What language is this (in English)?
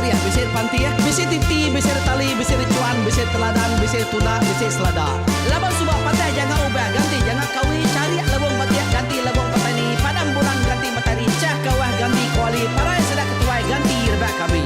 Iban